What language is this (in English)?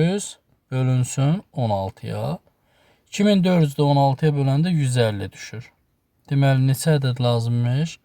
Azerbaijani